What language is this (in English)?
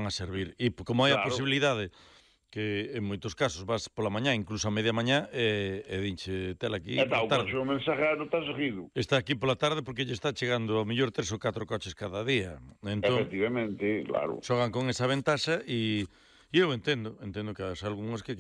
Galician